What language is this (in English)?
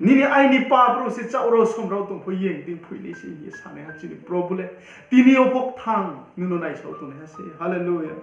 Riang (India)